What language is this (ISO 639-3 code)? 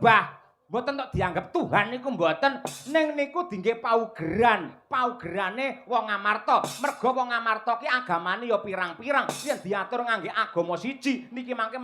jav